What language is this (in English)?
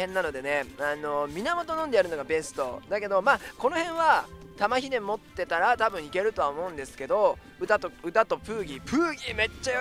Japanese